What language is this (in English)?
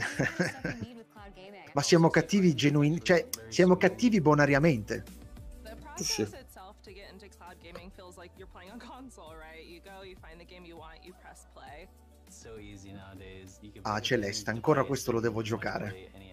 Italian